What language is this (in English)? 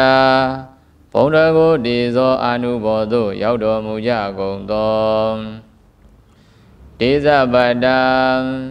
Burmese